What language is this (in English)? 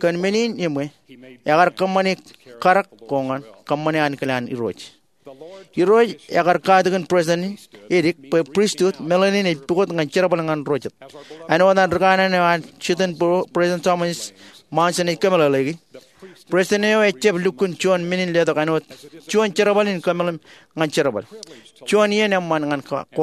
Marshallese